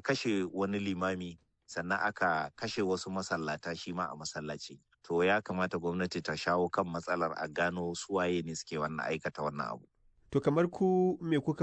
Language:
Hausa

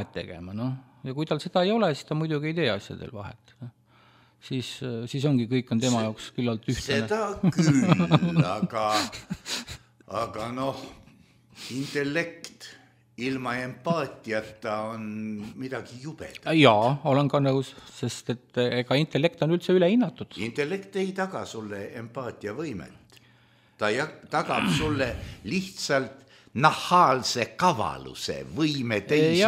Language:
Estonian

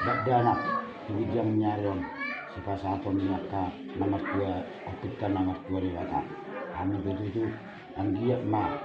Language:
Batak Toba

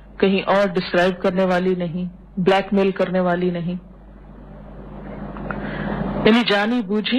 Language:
Urdu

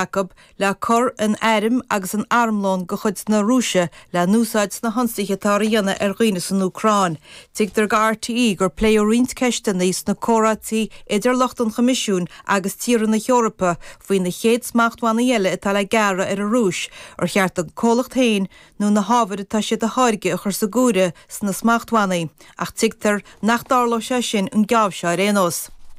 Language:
Irish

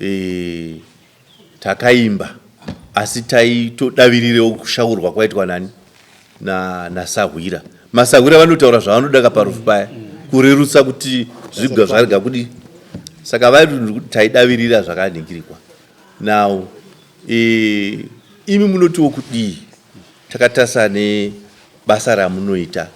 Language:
Shona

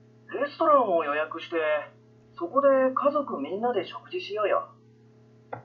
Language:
Japanese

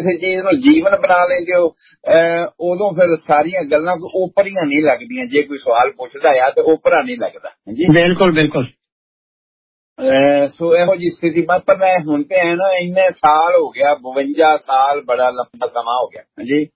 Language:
Punjabi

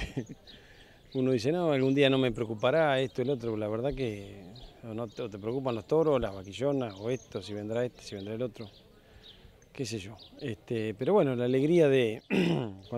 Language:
Spanish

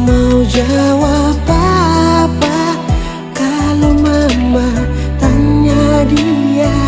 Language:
Ambonese Malay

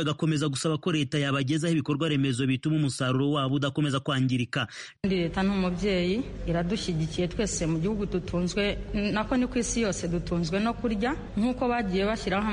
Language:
Kinyarwanda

